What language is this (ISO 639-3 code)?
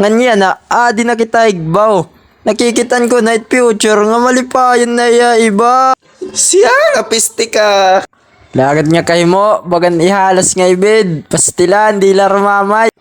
war